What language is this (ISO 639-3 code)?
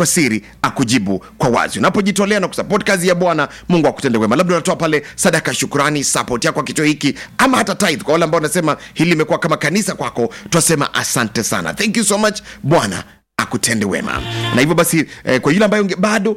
swa